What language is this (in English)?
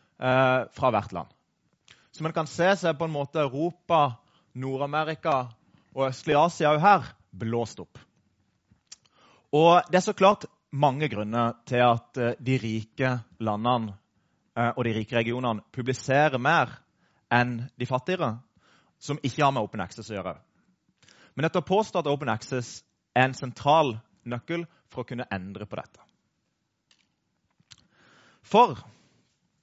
Norwegian